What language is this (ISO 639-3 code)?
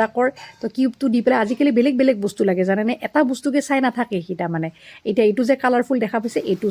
asm